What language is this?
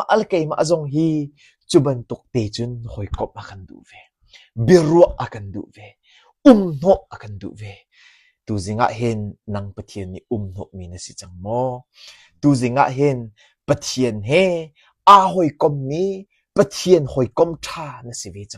Hakha Chin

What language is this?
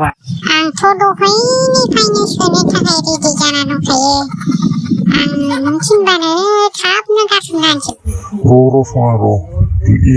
Bodo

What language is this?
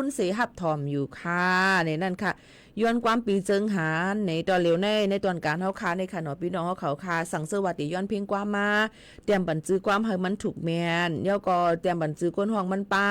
Shan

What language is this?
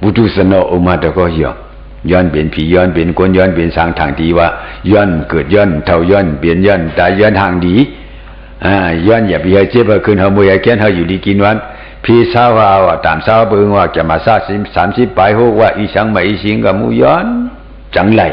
Shan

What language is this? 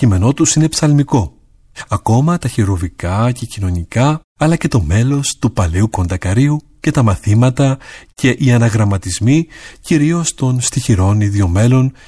Greek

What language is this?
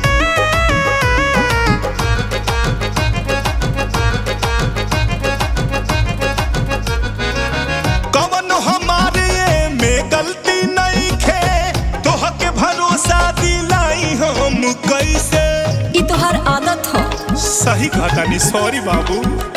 Bhojpuri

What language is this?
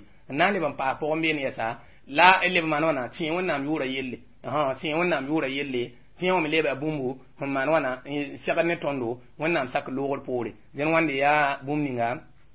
Mossi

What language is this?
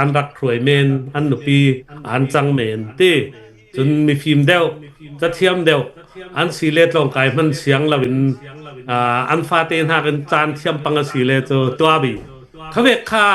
Hakha Chin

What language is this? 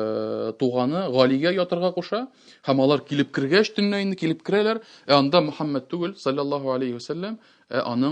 Tatar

